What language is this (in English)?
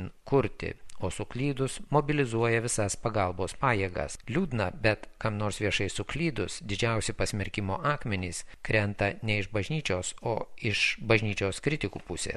Lithuanian